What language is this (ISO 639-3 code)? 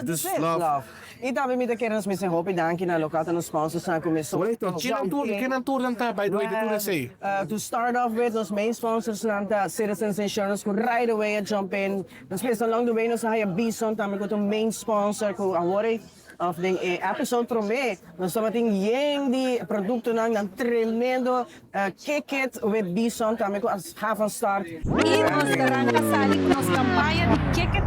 pap